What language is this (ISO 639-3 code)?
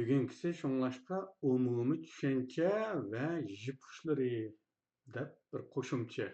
uig